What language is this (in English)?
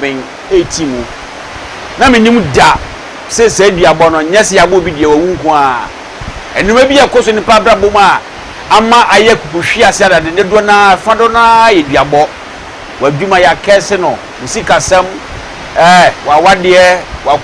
Akan